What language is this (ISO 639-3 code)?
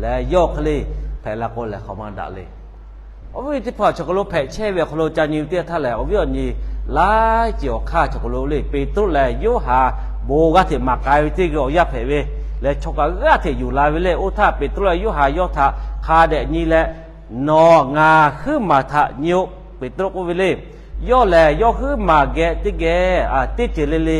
lhu